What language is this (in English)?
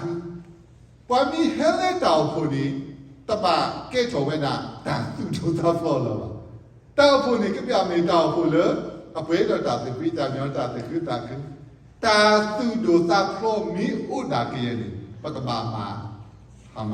S'gaw Karen